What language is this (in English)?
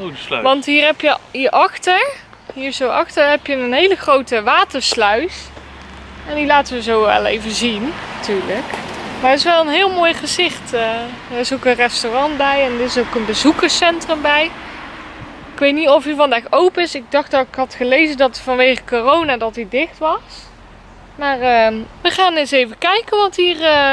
Dutch